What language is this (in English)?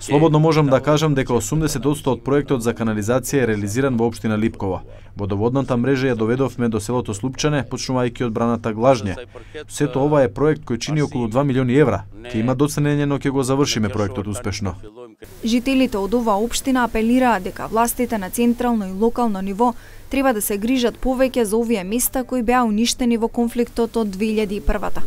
Macedonian